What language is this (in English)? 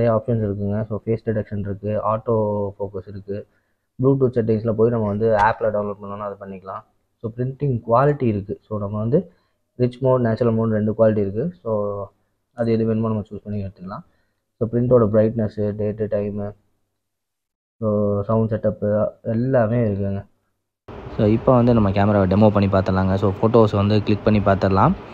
Tamil